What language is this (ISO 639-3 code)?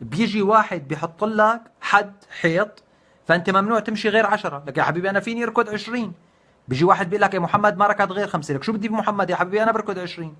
apc